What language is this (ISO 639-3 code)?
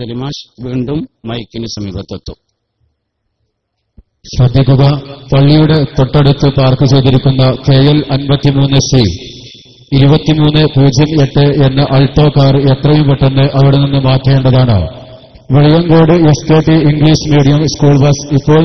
mal